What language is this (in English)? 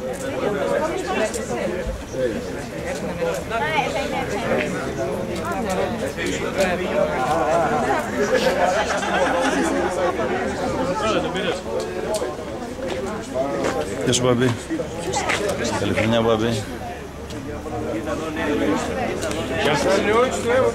Greek